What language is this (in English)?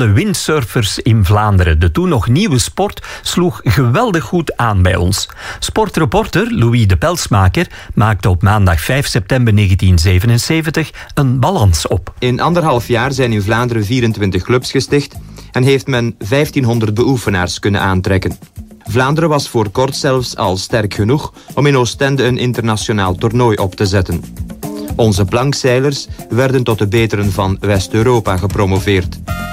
Dutch